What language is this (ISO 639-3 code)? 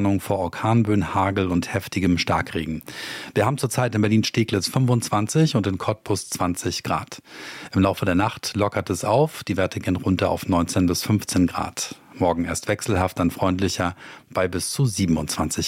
deu